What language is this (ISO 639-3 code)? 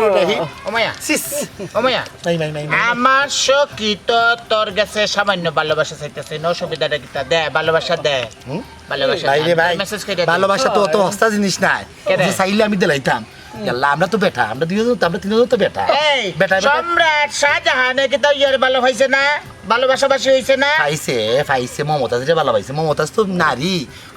syl